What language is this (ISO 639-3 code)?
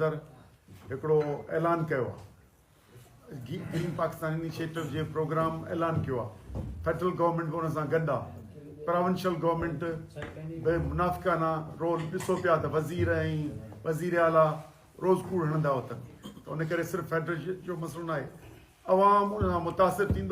snd